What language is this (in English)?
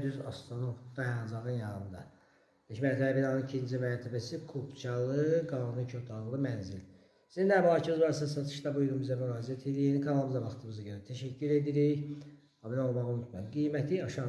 Azerbaijani